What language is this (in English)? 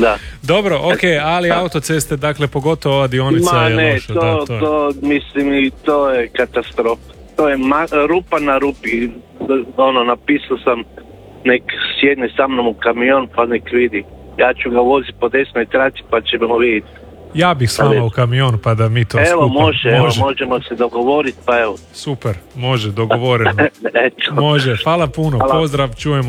Croatian